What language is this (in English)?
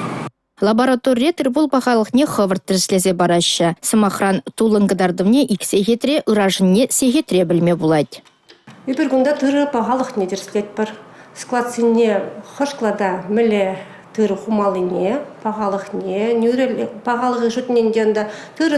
Chuvash